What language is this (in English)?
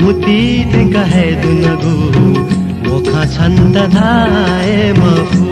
Newari